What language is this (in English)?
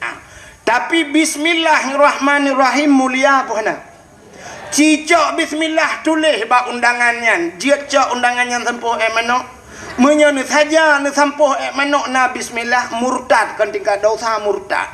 Achinese